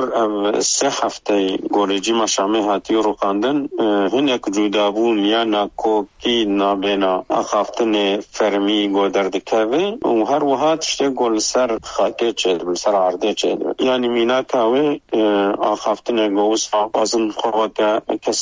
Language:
Kurdish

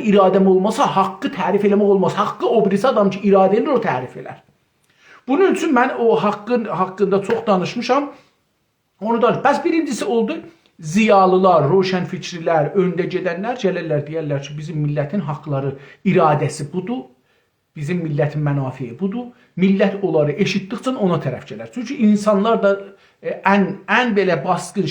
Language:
South Azerbaijani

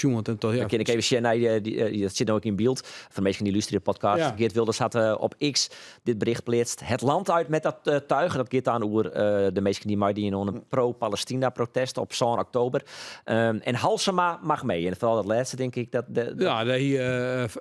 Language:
Western Frisian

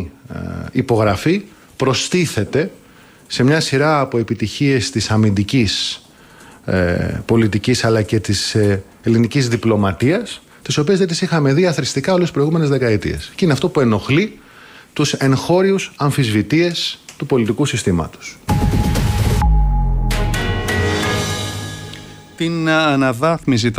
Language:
Greek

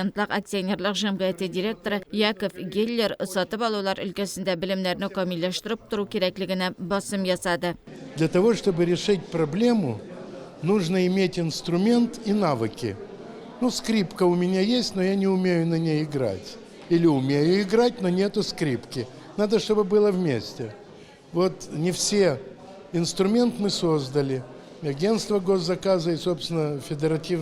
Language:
Tatar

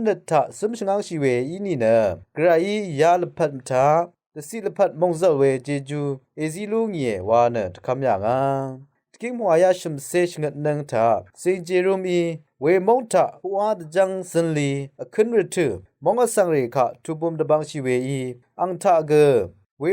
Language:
Rawang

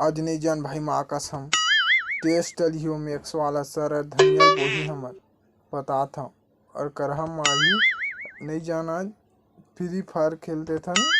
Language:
Chhattisgarhi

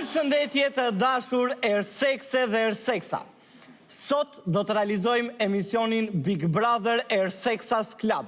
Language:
Albanian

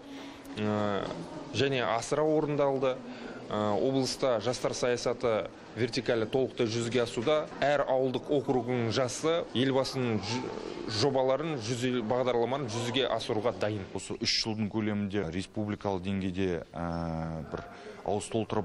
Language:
Kazakh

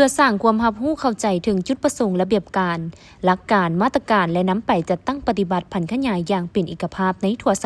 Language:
Lao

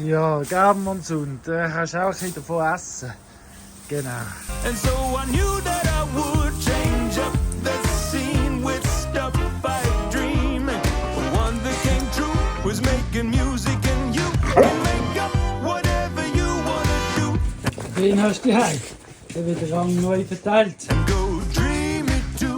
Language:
Swiss German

